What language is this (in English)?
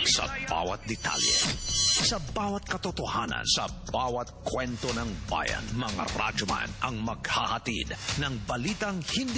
Filipino